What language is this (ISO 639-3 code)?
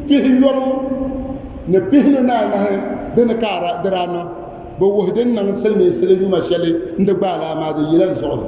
dag